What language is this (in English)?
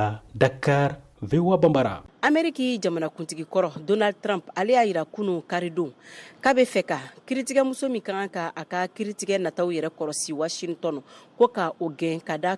Bambara